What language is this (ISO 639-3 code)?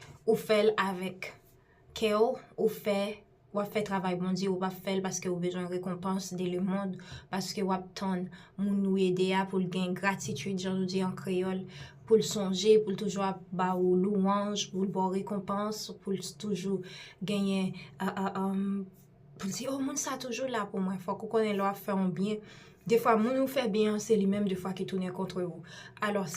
hat